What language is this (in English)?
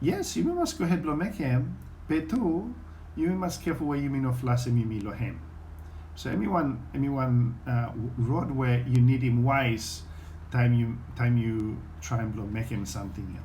Bislama